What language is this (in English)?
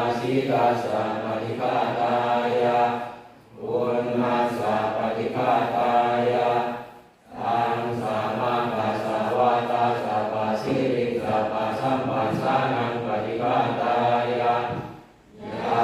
Pali